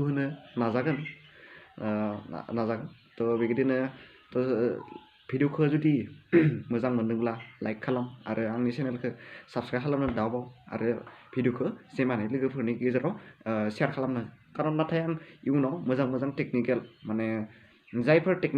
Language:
Bodo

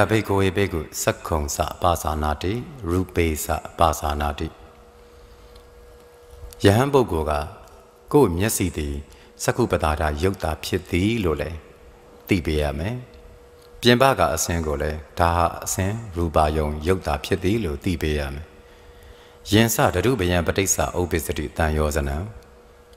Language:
Burmese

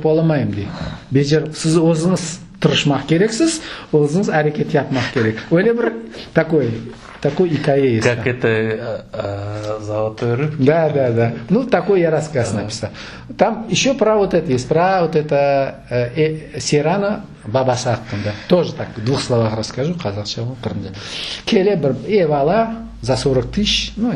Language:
Crimean Tatar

